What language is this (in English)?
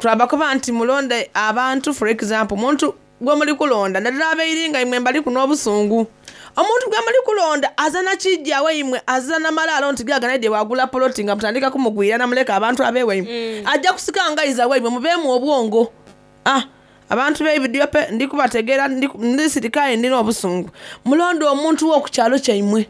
Soga